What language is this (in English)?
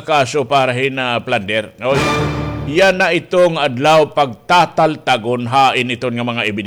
Waray